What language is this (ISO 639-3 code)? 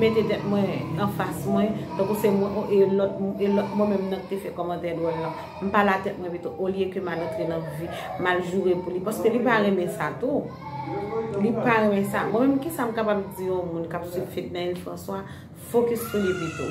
hat